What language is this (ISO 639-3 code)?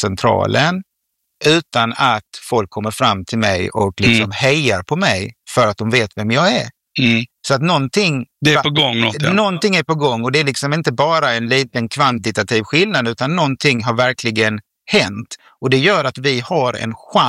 swe